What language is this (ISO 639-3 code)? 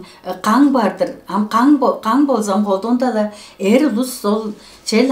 tyv